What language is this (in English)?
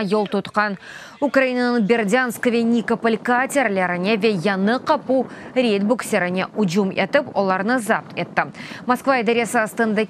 Crimean Tatar